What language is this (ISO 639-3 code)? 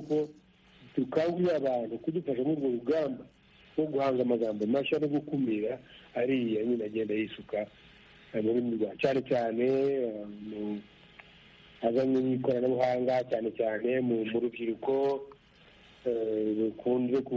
kin